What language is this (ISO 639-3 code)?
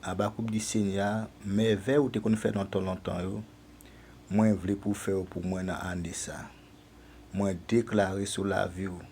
hat